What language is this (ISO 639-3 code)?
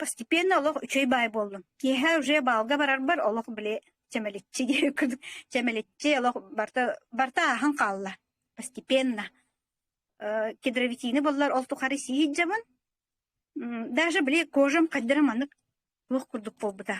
sah